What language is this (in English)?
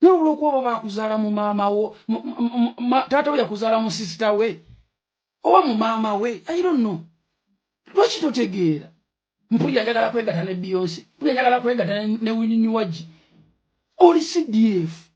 Ganda